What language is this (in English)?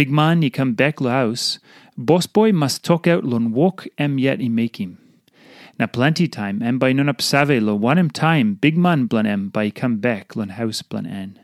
Tok Pisin